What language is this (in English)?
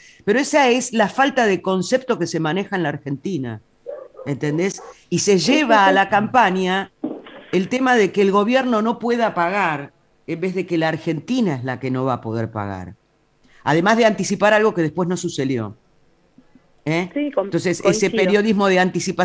Spanish